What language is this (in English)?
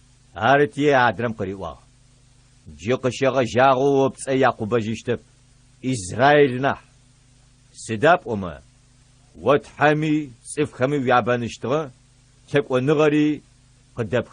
Adyghe